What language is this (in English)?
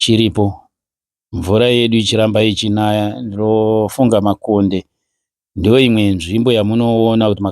Shona